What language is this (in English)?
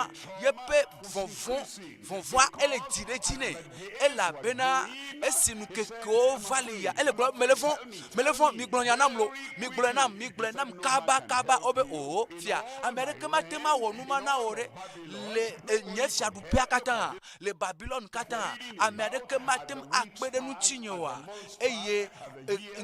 Ewe